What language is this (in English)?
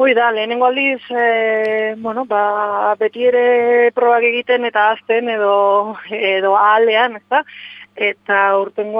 Basque